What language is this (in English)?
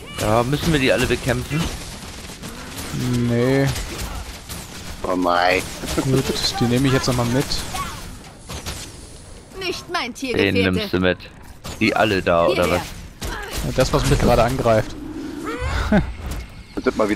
German